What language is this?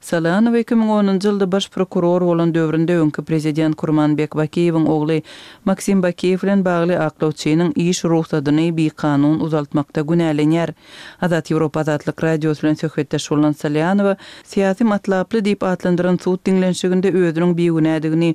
Turkmen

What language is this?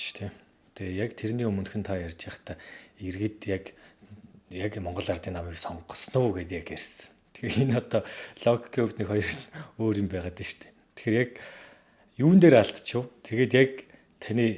Mongolian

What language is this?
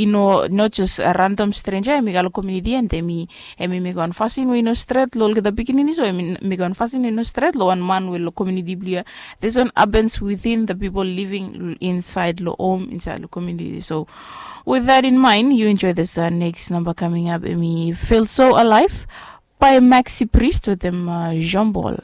Bislama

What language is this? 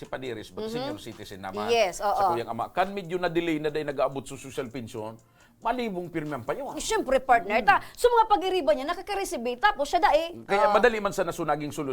Bikol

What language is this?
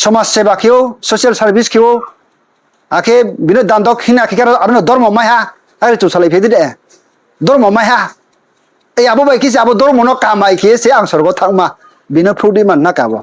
Riang (India)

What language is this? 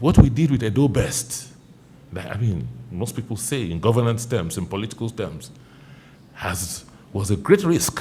Nigerian Pidgin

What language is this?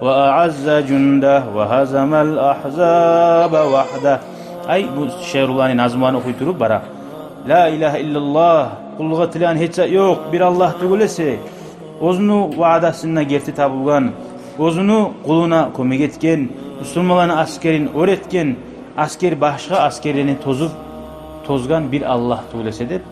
Kumyk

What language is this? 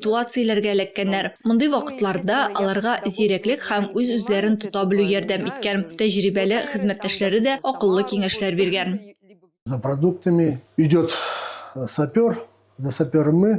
Tatar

